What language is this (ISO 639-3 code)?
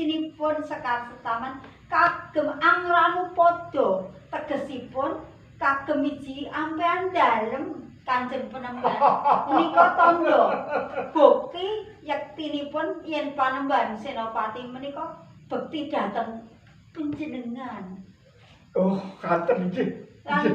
jav